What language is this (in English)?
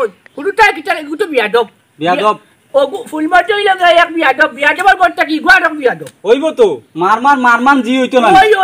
Sylheti